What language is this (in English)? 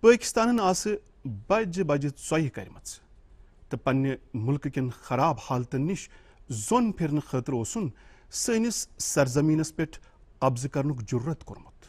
Kashmiri